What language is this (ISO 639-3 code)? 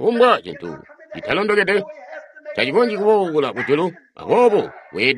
toi